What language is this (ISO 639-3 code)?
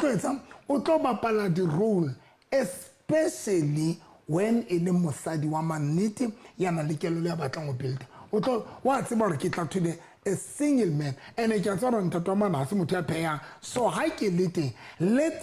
sot